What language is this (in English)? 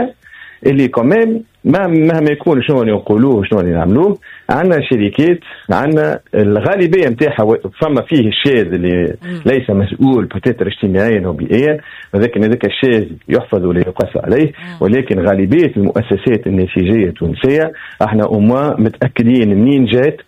Tunisian Arabic